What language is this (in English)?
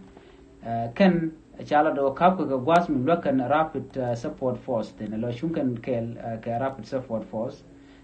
Nuer